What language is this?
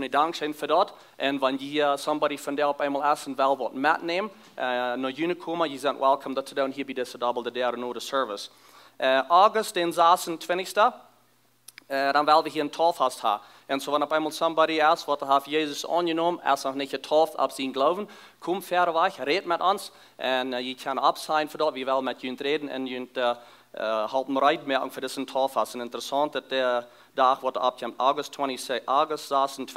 Plautdietsch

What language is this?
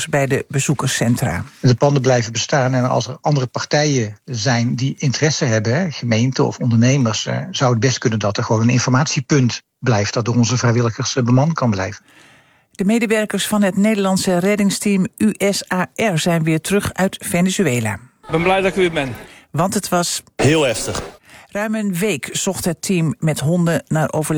Dutch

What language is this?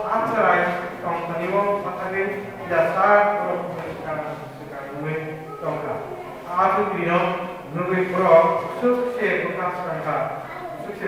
Kok Borok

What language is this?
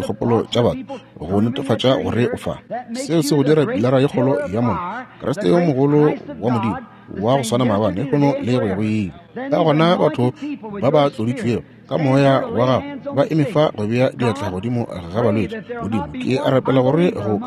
Northern Sotho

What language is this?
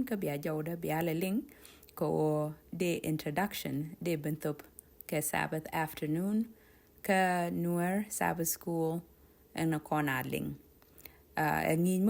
Nuer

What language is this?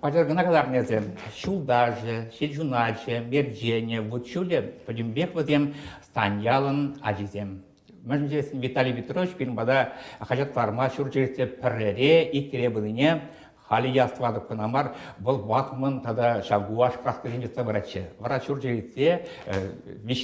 Chuvash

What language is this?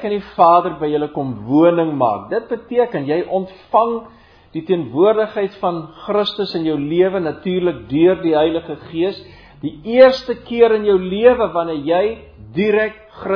Afrikaans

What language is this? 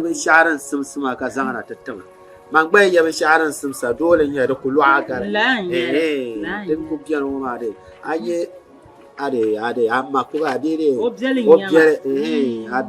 Dagbani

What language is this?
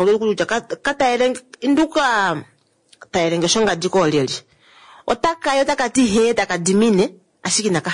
Kuanyama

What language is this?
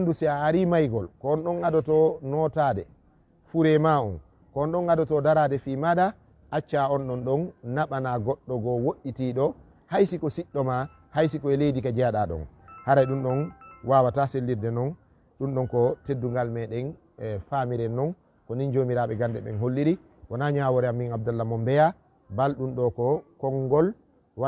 Fula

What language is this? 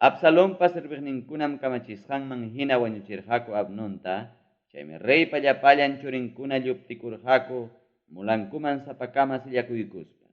Ayacucho Quechua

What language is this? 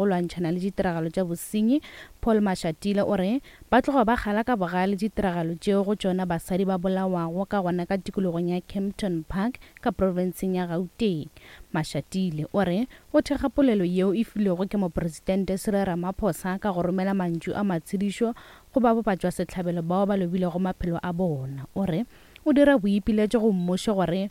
Northern Sotho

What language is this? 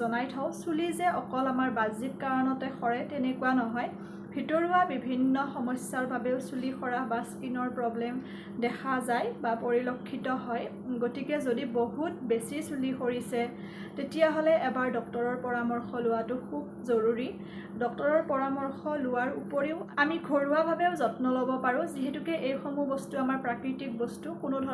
Assamese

